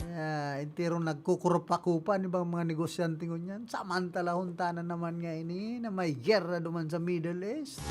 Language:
Bikol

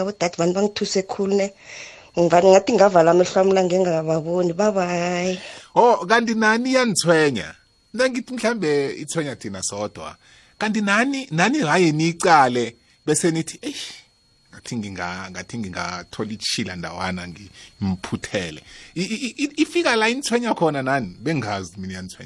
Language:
South Ndebele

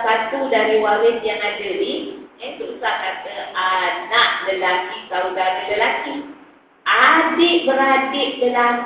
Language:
Malay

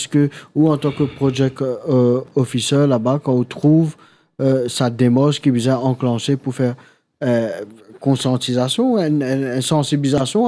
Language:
Morisyen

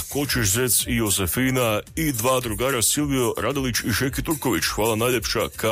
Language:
Croatian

